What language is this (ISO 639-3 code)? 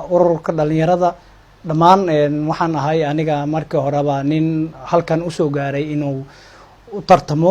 som